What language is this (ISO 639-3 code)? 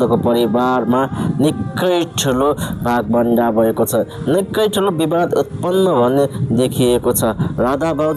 nep